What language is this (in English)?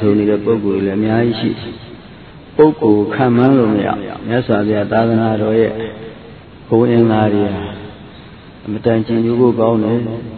Burmese